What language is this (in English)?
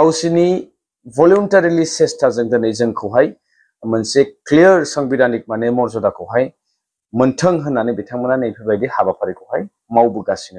Bodo